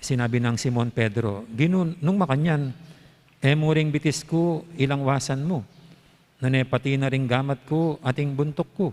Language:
Pampanga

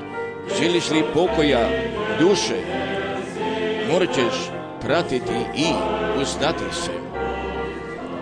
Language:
Croatian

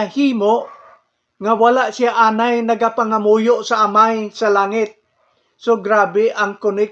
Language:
Hiligaynon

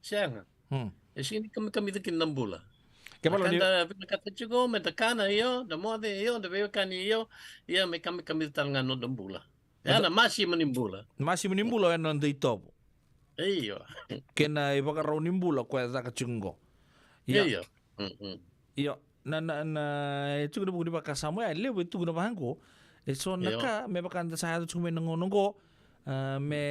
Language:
Fijian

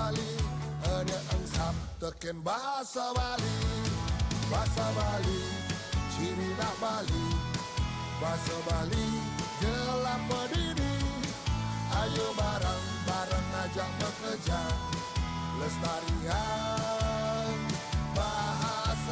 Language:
Balinese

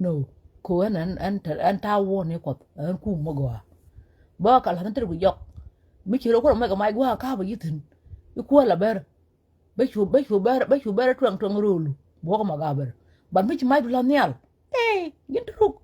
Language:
Nuer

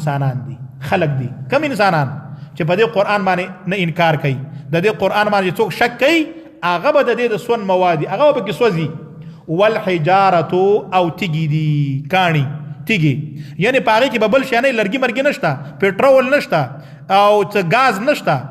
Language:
Pashto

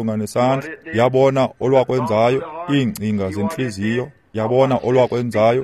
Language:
Xhosa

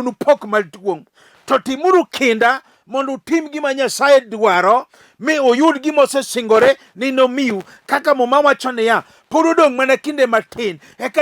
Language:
Luo (Kenya and Tanzania)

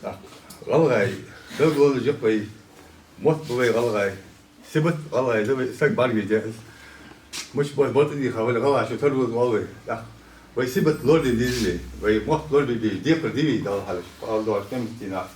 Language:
Ingush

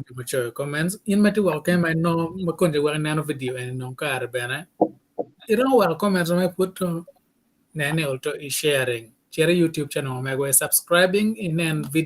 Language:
Acoli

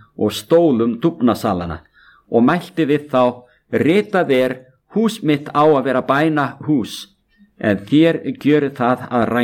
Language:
Icelandic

